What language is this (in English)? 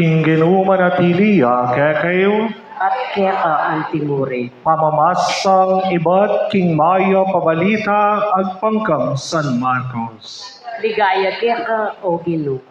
Pampanga